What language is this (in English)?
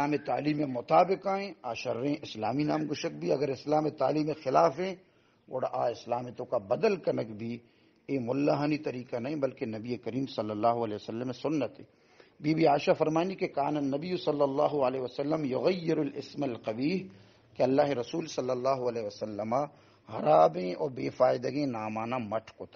Baluchi